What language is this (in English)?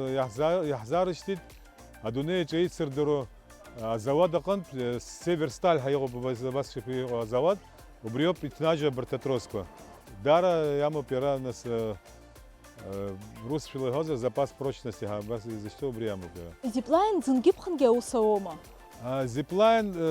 Abkhazian